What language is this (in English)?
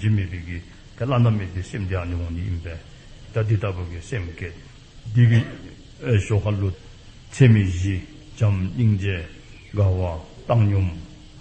Dzongkha